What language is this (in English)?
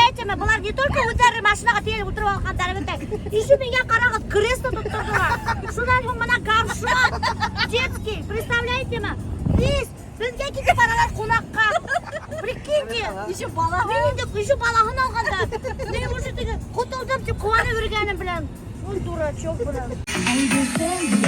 Bashkir